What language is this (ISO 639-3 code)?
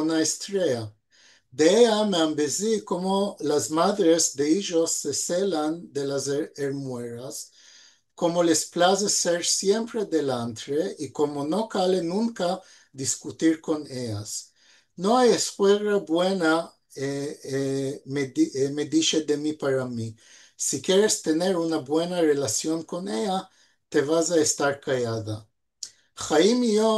lad